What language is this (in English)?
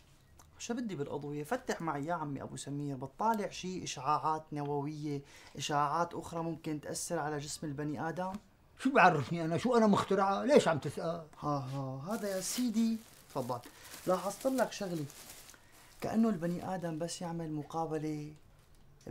North Levantine Arabic